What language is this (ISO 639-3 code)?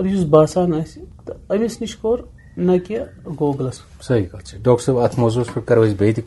kas